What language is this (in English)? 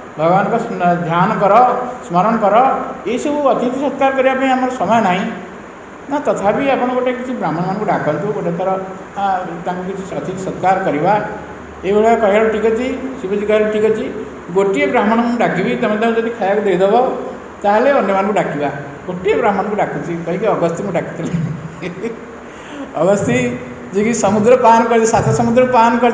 Odia